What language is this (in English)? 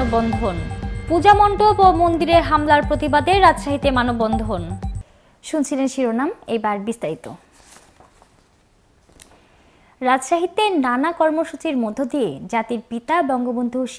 Bangla